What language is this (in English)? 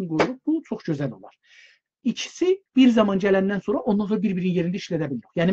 South Azerbaijani